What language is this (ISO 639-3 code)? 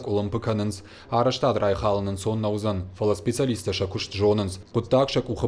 oss